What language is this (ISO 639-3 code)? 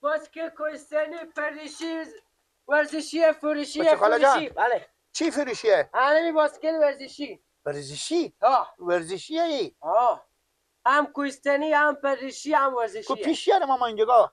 fas